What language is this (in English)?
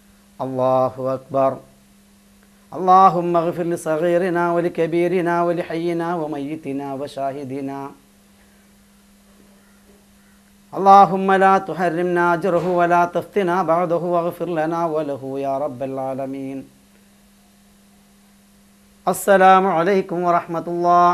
Malayalam